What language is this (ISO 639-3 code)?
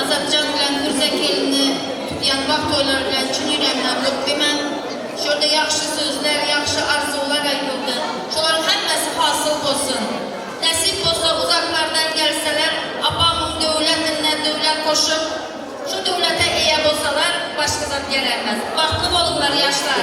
tuk